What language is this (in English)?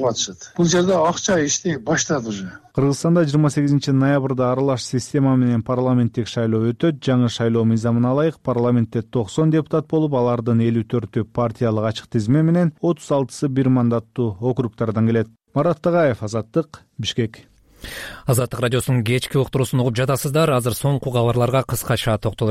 Kyrgyz